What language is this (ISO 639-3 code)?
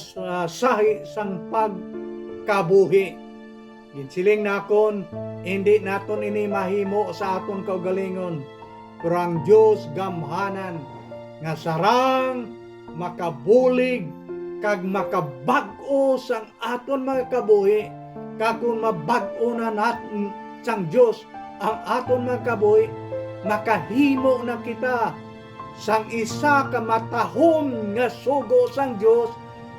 hil